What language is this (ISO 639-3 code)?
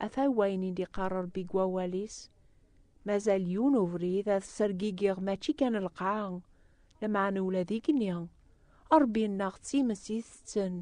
kab